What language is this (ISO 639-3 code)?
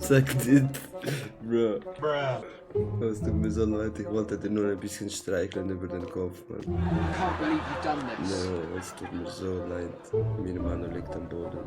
gsw